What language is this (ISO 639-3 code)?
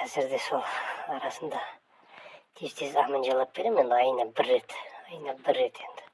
kaz